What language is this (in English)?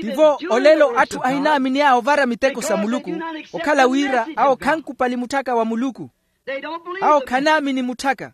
Makhuwa